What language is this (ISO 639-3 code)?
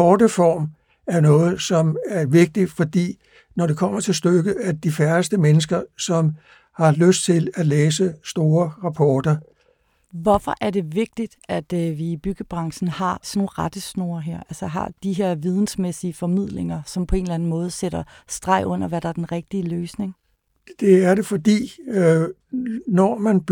dan